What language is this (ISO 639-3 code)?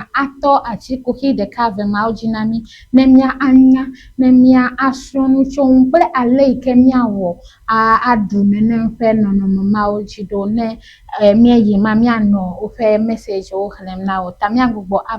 ewe